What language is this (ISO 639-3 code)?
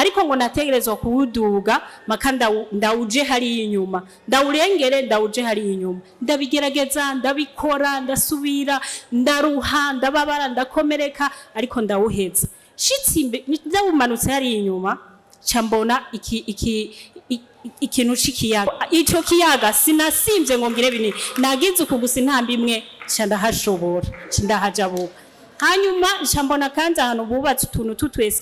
run